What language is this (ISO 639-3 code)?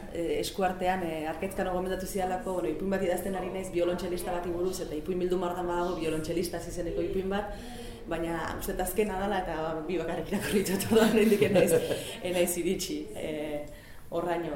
eus